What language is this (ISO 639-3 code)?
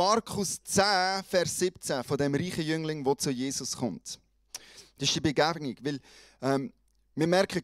gsw